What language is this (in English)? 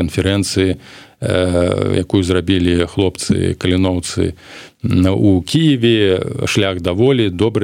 Belarusian